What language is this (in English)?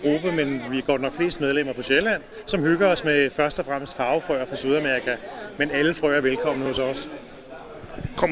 Danish